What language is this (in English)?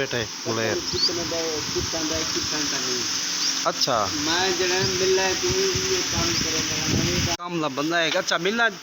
Saraiki